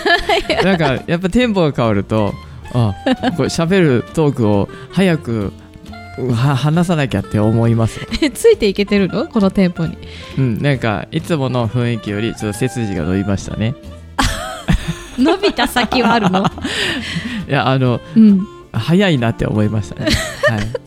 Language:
Japanese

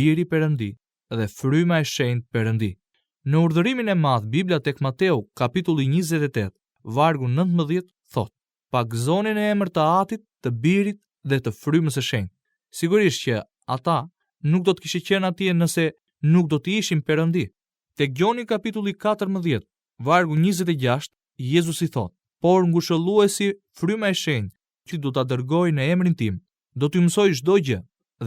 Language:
Albanian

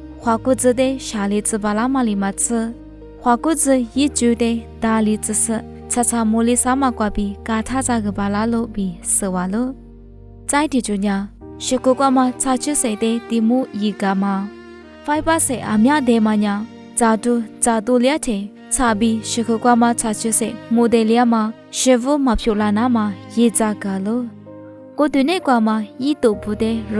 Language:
Lisu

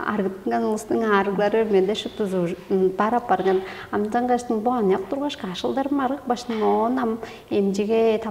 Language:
Tuvinian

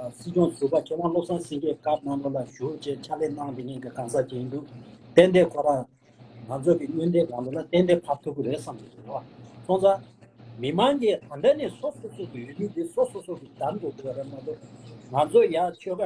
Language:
Tibetan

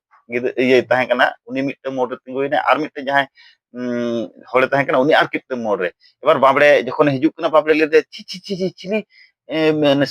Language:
Santali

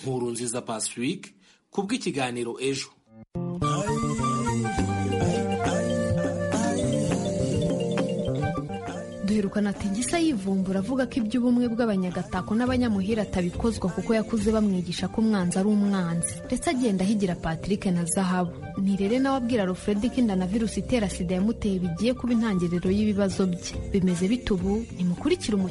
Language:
Kinyarwanda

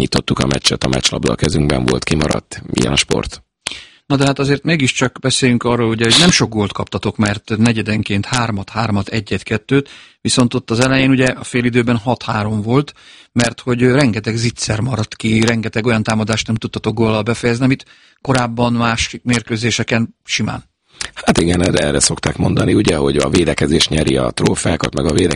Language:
Hungarian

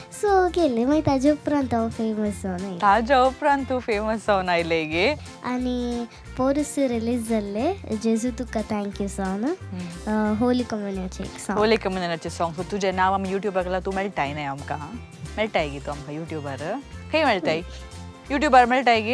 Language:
Konkani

